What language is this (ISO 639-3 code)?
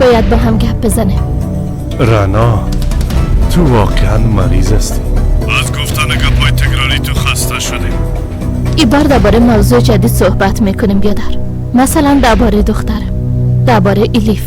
fas